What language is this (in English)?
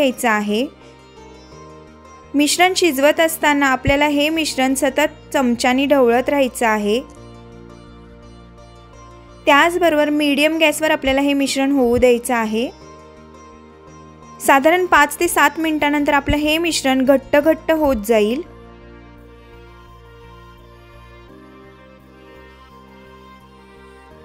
Marathi